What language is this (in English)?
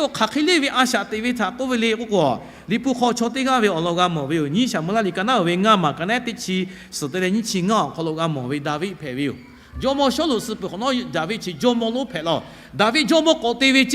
Lahu